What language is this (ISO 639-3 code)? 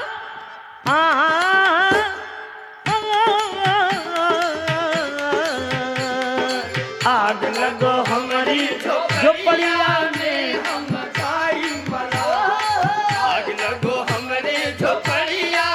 bho